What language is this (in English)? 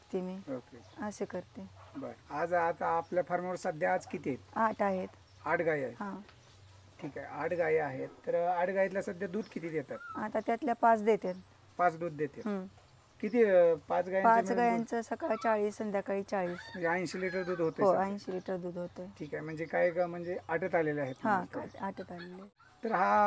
Marathi